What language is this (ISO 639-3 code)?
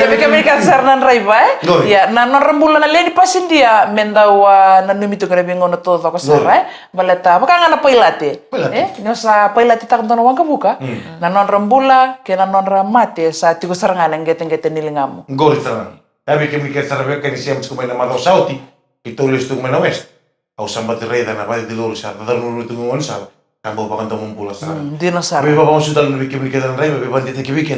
fij